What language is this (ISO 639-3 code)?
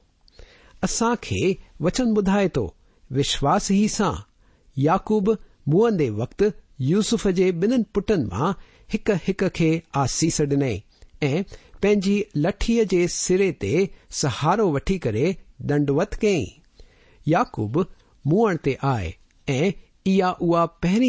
snd